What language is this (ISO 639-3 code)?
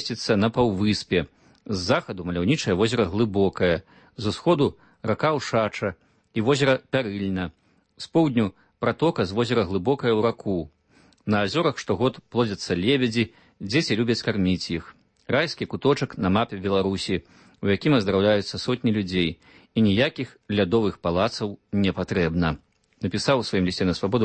bel